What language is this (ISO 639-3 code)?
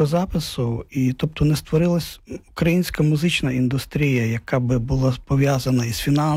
ukr